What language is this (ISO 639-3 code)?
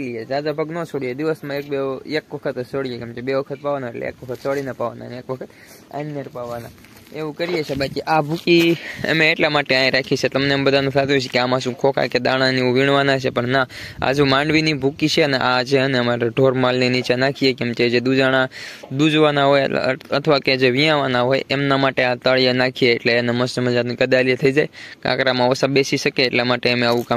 guj